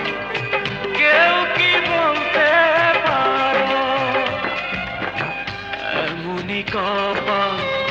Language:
Bangla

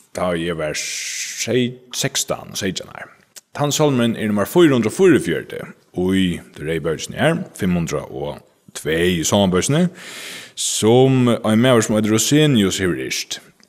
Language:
Faroese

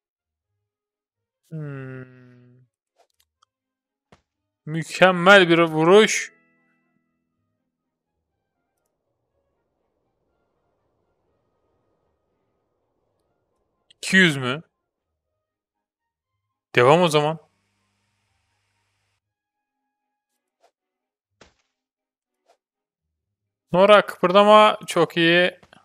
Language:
Turkish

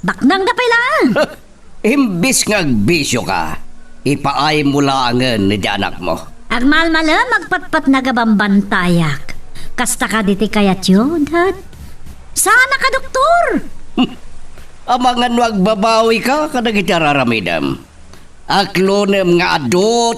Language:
Iloko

